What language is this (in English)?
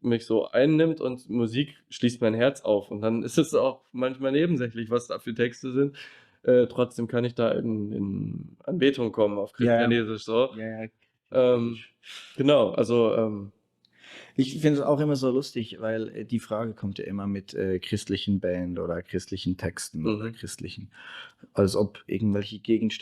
Swiss German